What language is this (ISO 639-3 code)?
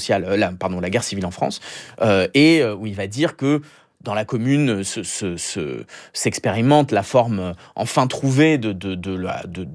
fra